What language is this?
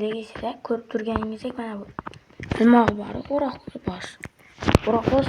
Uzbek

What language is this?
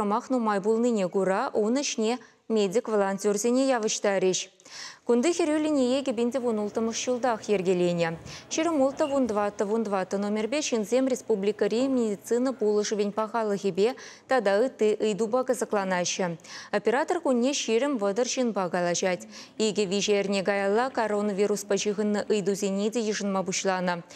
Chuvash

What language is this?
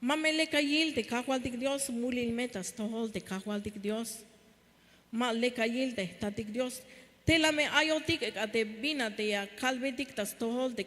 Tzeltal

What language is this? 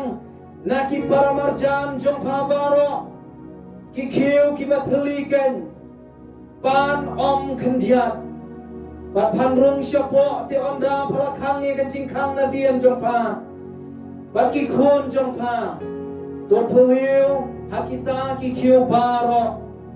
Khasi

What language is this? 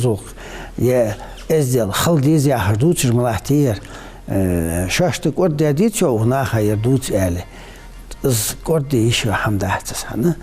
Ingush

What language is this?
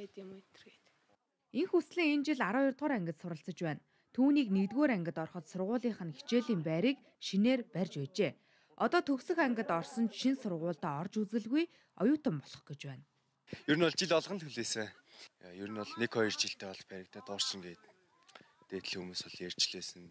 Mongolian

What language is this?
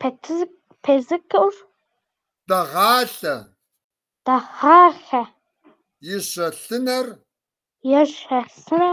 Kabardian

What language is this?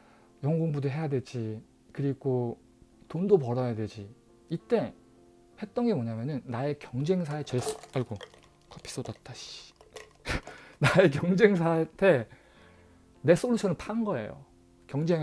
Korean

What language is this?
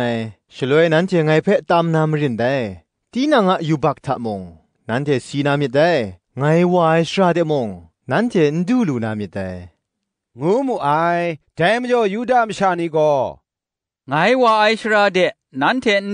Kachin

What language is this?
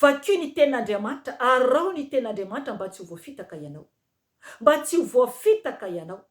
Malagasy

